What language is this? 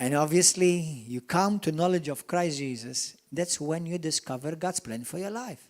English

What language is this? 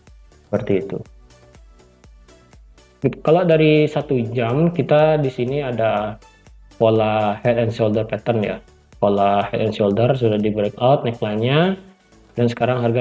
Indonesian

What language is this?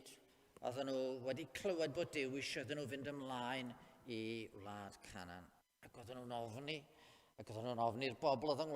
Welsh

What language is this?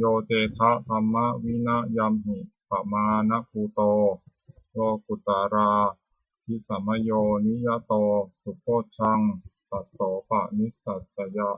Pali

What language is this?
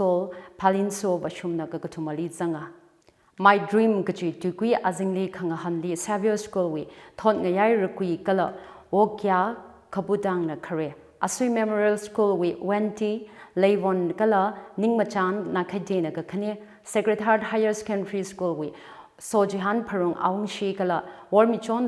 Tangkhul Naga (India)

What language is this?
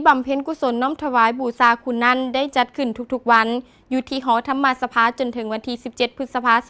Lao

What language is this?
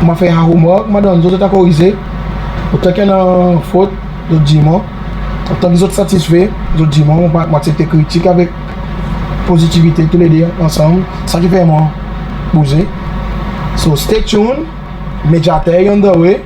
Seselwa Creole French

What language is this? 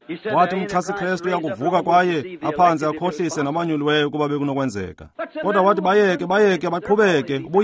Xhosa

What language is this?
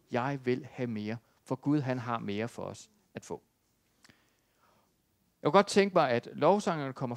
Danish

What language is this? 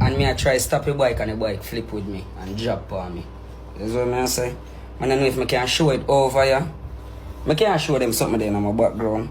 Jamaican Creole English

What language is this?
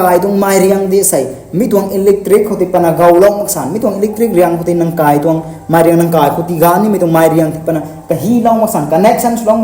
Rongmei Naga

